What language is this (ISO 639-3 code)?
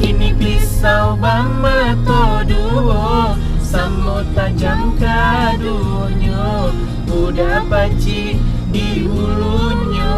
min